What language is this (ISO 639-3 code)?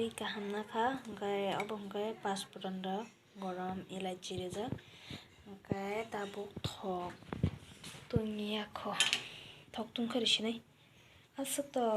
trp